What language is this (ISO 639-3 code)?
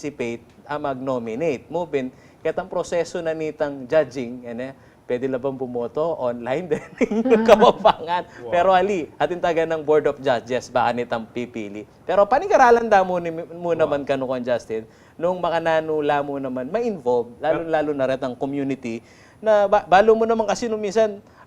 pam